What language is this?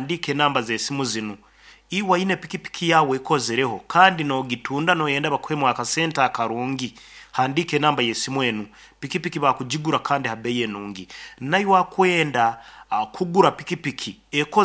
Nyoro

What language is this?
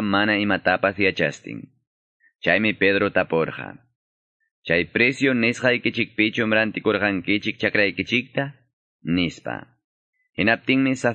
Quechua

